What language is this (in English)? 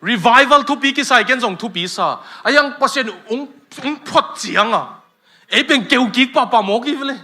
Tedim Chin